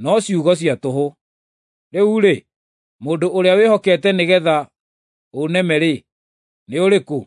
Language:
Kikuyu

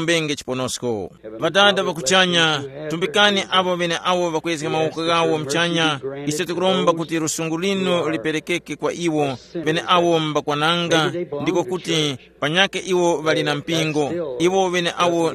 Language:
Tumbuka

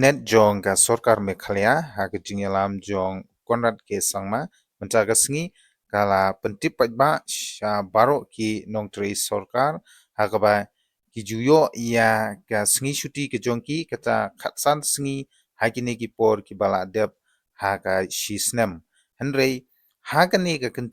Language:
Khasi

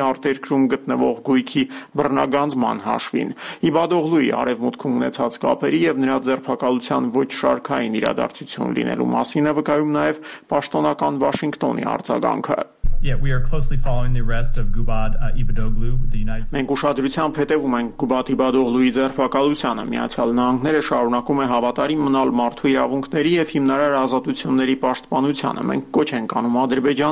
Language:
Armenian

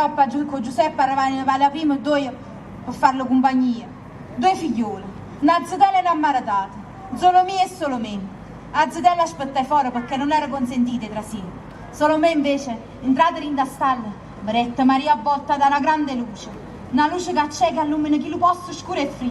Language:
Neapolitan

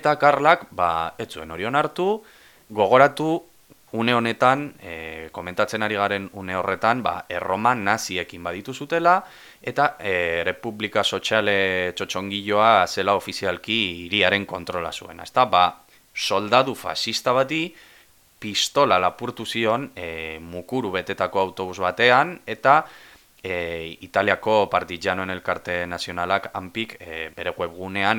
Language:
Basque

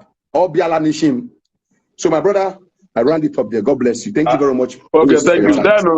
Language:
Igbo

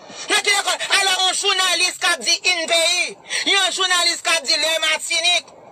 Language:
Haitian Creole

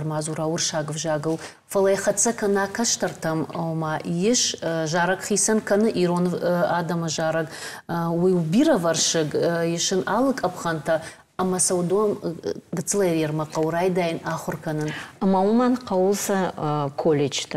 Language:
Ossetic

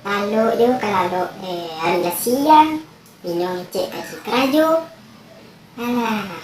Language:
Minangkabau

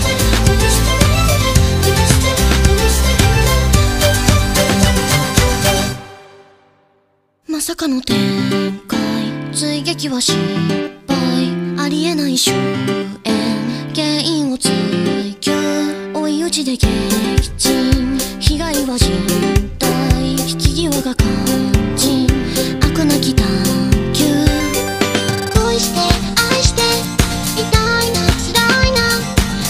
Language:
Japanese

